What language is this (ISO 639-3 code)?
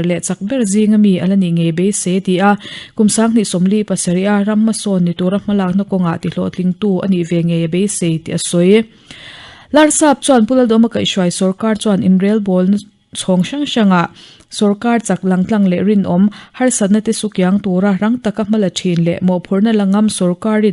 lus